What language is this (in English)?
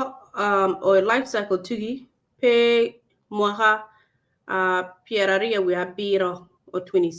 Acoli